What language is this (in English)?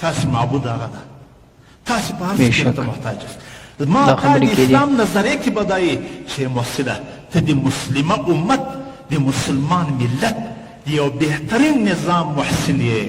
Pashto